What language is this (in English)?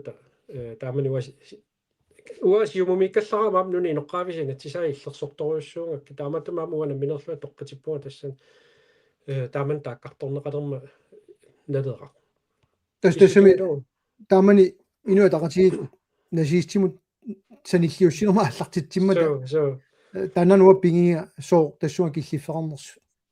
Kalaallisut